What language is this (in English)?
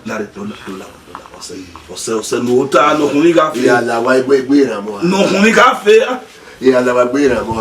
Bini